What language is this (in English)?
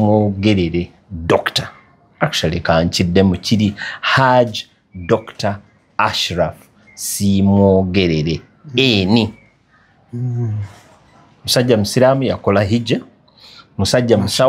Ganda